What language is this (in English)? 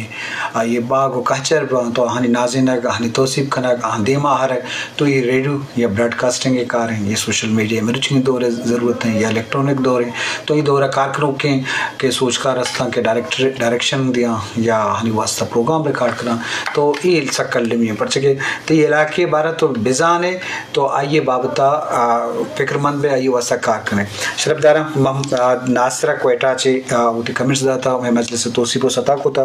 Baluchi